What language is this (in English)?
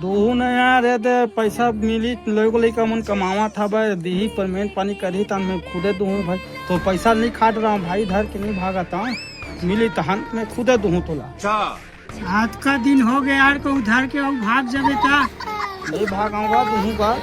Chhattisgarhi